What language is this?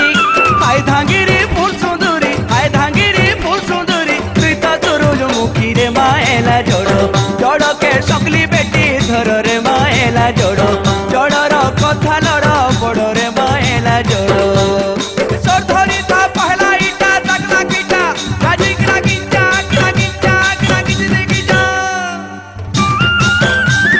Sambalpuri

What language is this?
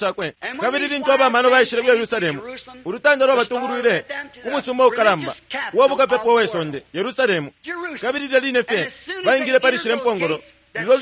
Bemba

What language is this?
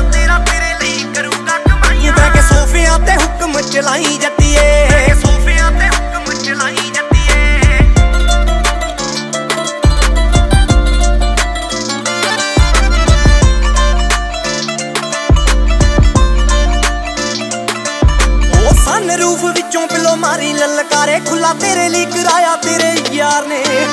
Punjabi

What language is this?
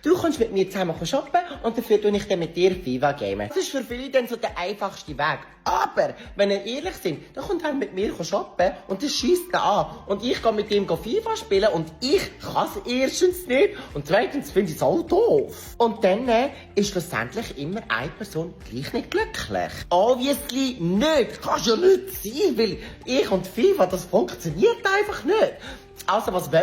Swiss German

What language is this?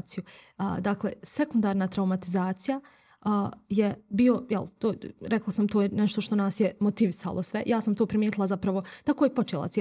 Bosnian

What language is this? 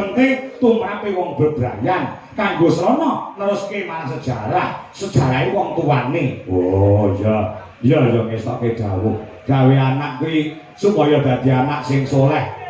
Javanese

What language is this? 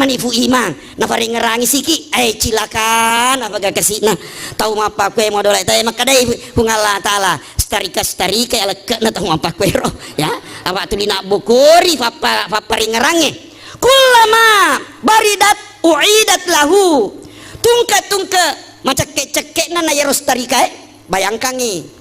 Buginese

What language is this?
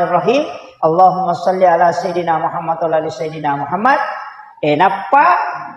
Buginese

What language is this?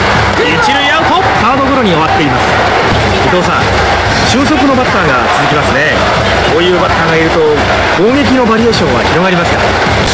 Japanese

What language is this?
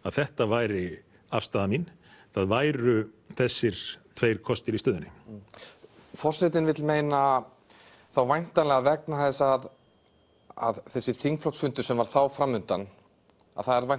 Icelandic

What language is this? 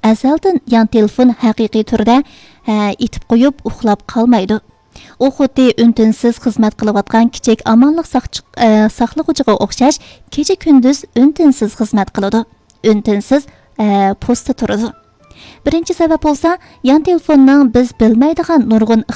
Uyghur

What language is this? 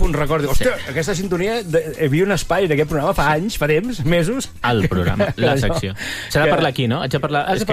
Catalan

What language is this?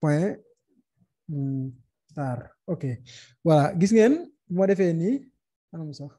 Wolof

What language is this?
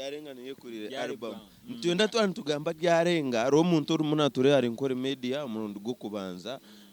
Nyankole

